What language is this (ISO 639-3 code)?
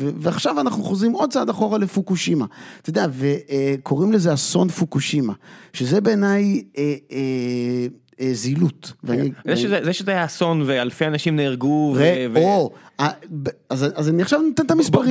heb